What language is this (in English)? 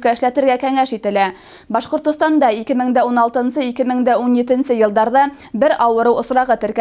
Bashkir